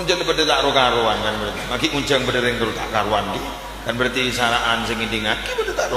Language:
Madurese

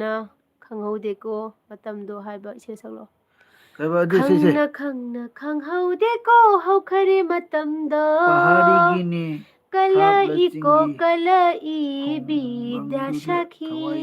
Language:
Manipuri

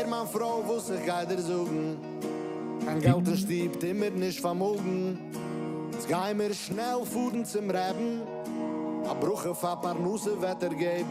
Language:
Yiddish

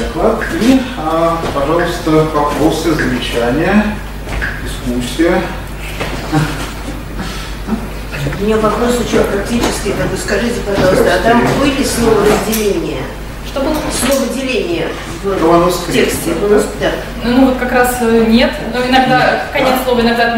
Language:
Russian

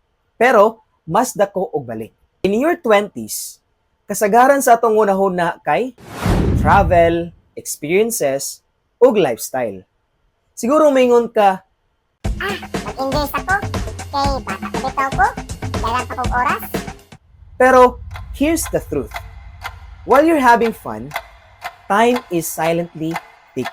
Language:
Cebuano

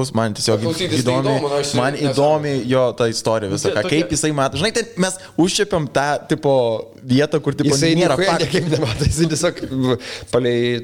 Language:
Lithuanian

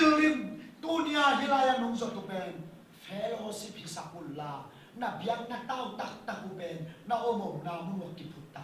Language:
Tedim Chin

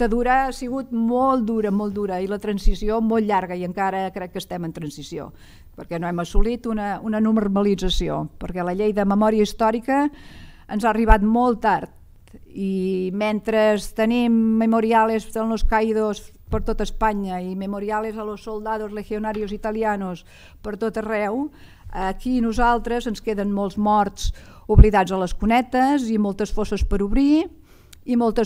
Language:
Catalan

